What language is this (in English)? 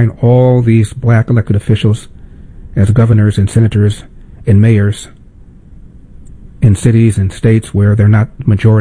English